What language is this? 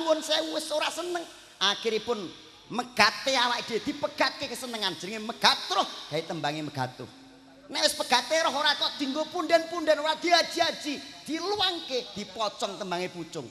Javanese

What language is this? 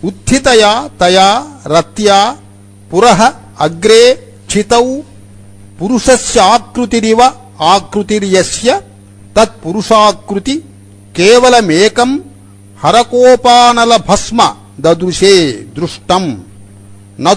Sanskrit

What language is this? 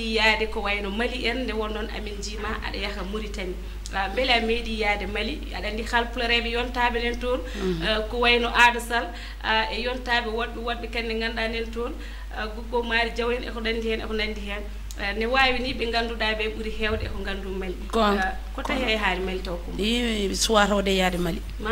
Fula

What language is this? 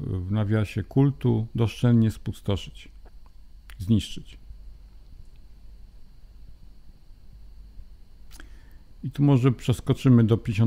Polish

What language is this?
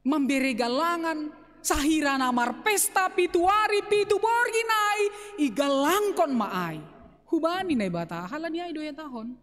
Batak Simalungun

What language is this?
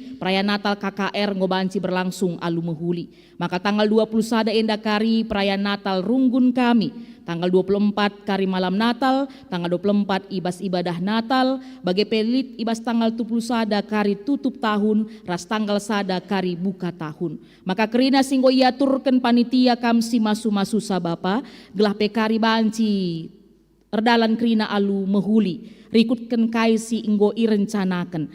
Batak Karo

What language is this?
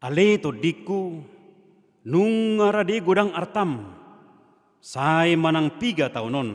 Batak Toba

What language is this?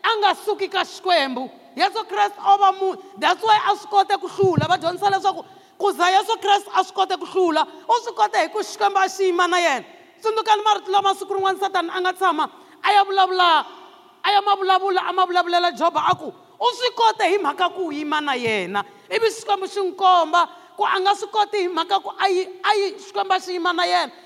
Tsonga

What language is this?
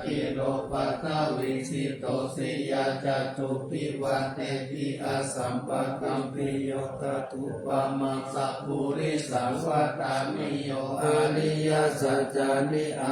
Pali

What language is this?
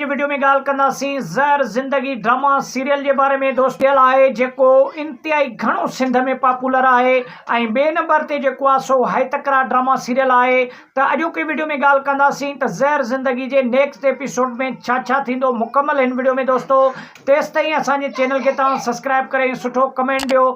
Sindhi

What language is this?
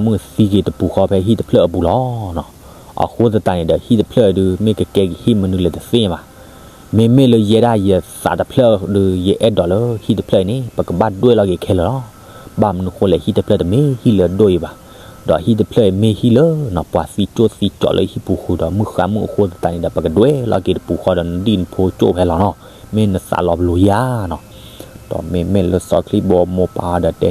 S'gaw Karen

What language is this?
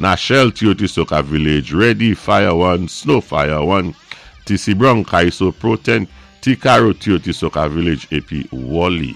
Saint Lucian Creole French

